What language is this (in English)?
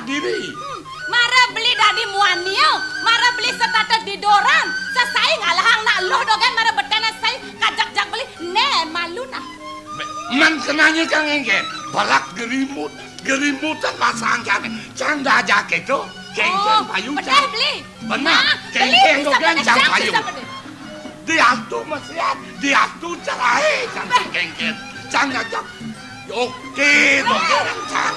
Balinese